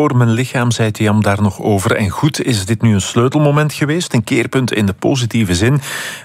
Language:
Dutch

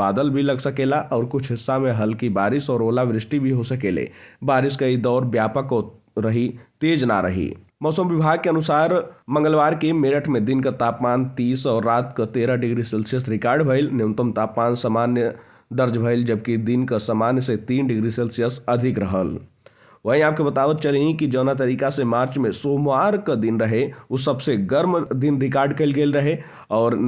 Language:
Bhojpuri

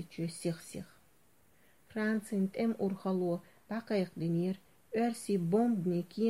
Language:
Chechen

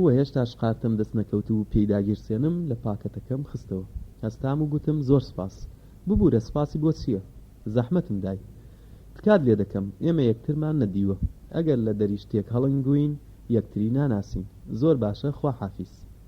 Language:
Central Kurdish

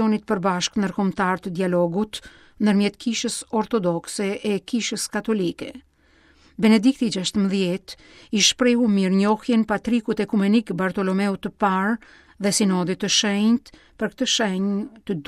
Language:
Albanian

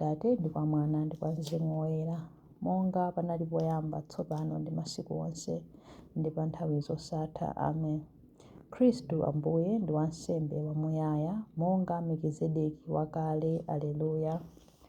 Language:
Nyanja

